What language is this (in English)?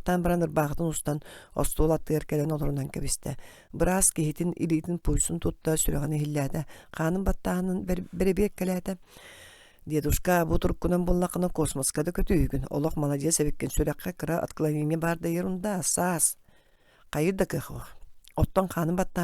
Yakut